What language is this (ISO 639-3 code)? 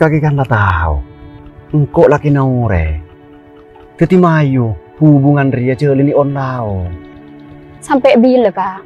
mad